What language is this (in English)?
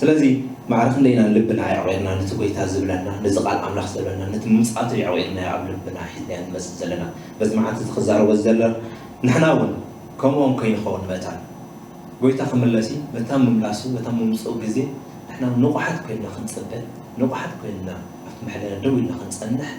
Tigrinya